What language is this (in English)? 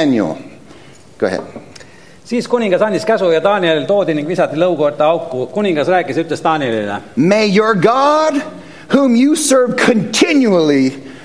Estonian